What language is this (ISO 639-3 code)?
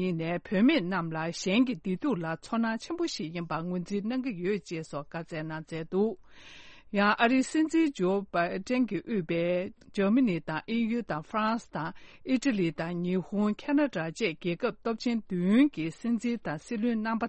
bod